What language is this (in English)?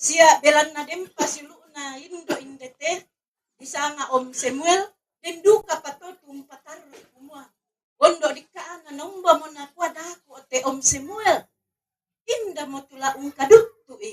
Toraja-Sa'dan